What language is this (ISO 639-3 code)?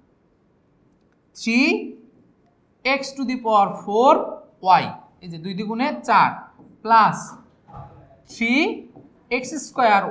ben